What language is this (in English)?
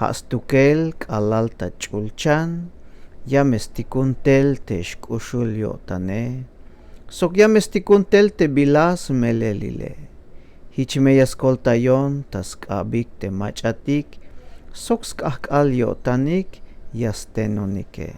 Tzeltal